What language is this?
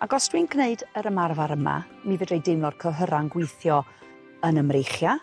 Welsh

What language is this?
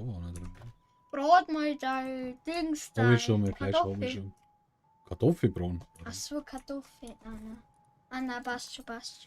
Bavarian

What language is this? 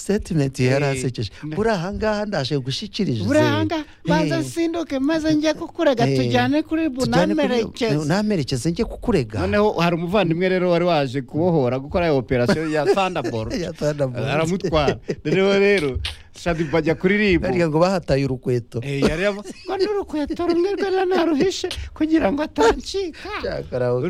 Kinyarwanda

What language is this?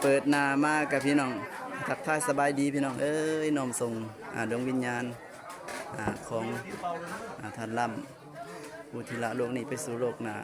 Lao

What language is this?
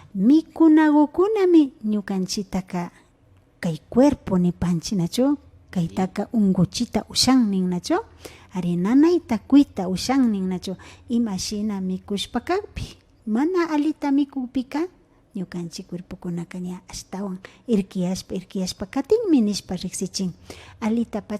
Imbabura Highland Quichua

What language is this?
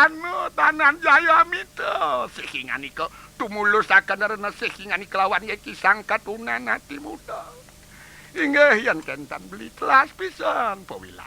Balinese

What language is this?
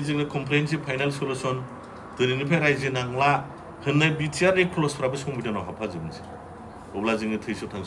Bodo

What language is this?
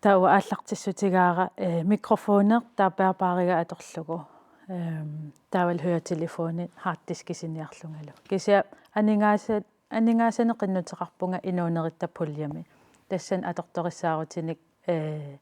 Kalaallisut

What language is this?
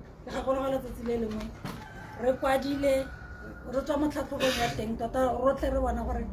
Tswana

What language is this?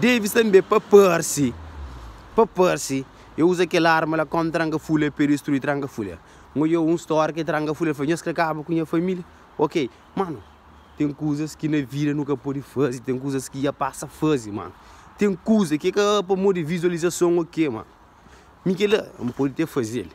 Kabuverdianu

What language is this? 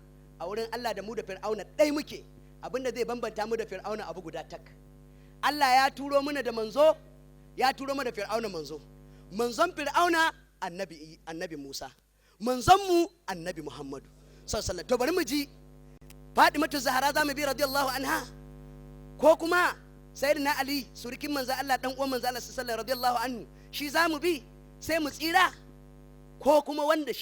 Hausa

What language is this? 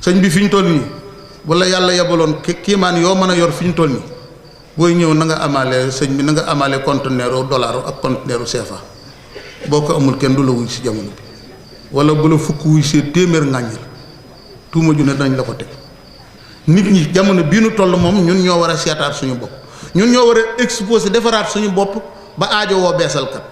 Wolof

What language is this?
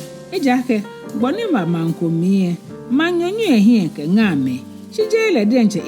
Ga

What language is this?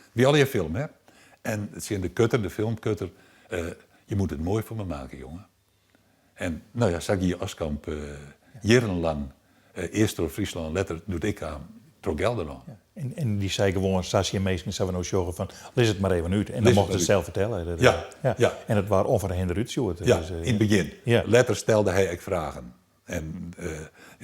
Western Frisian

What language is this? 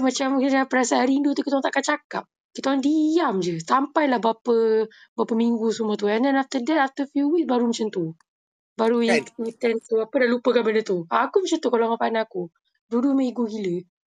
Malay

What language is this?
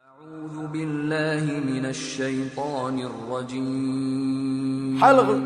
Chechen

